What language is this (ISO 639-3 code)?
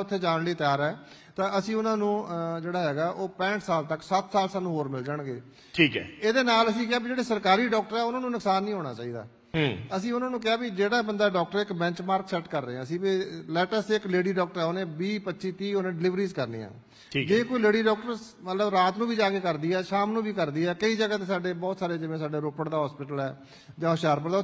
pan